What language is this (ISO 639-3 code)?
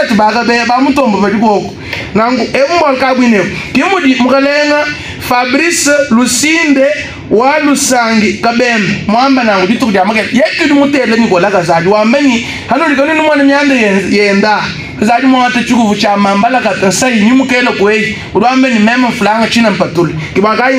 lua